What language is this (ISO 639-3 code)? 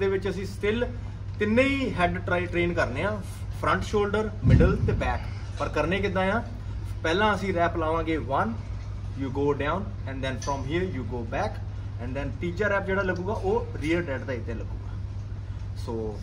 pan